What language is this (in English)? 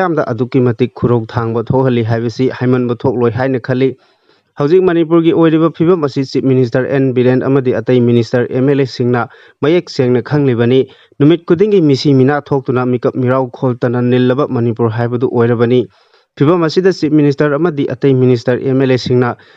Manipuri